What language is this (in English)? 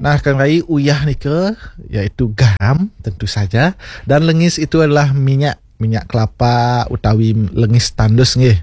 Balinese